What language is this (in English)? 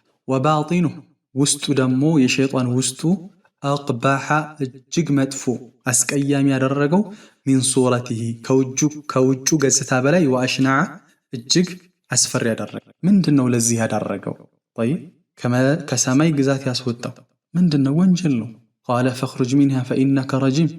Amharic